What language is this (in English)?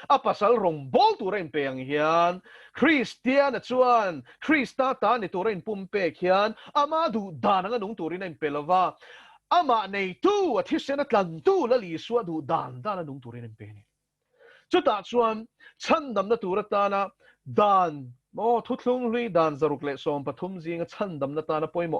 Mizo